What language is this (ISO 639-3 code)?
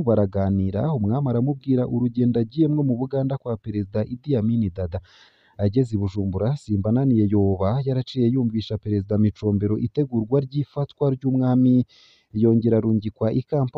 run